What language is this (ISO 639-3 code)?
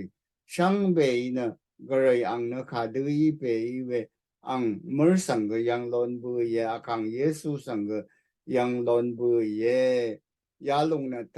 raw